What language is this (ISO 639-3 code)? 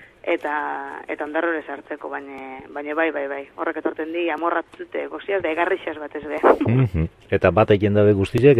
eus